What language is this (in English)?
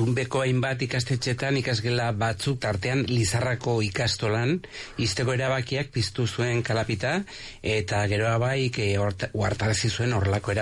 Basque